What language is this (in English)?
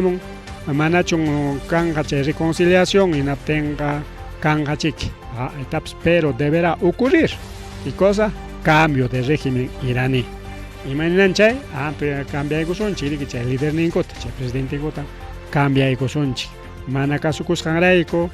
Ayacucho Quechua